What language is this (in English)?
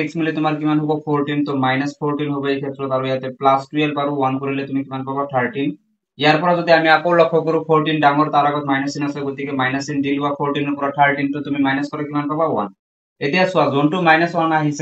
Assamese